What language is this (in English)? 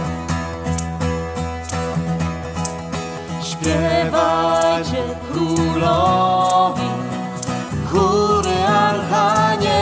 Polish